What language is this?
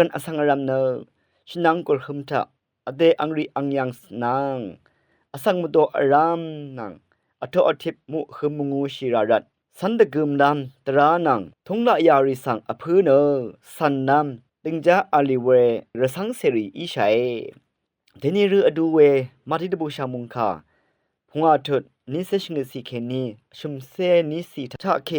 Rawang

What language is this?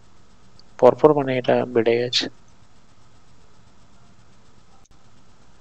Bangla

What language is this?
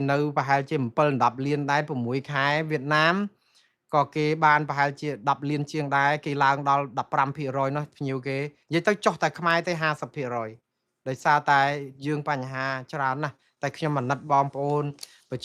Khmer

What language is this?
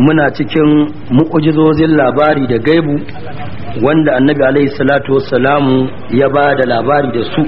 Hausa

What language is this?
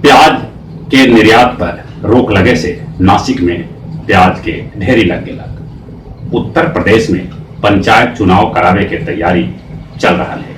Magahi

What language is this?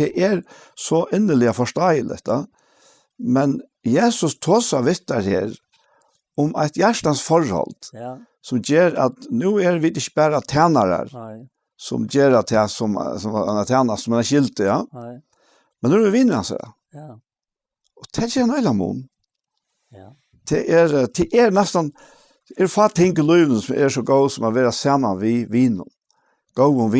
Faroese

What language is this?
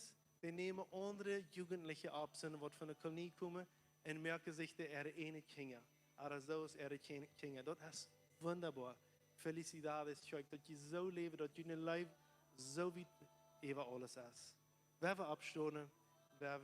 Plautdietsch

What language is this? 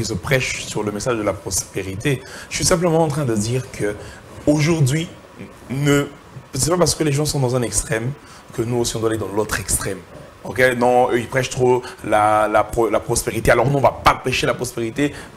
French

